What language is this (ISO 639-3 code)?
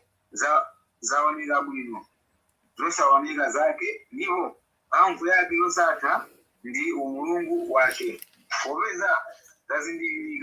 nya